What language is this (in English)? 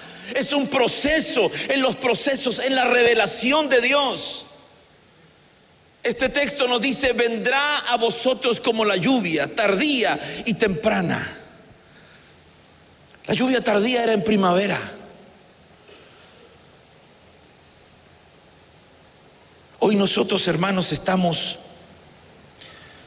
Spanish